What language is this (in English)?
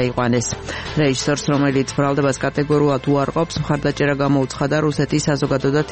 Georgian